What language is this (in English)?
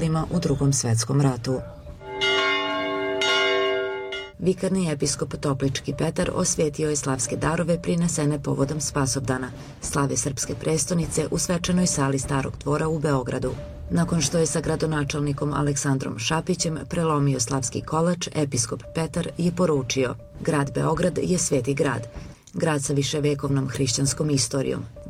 Serbian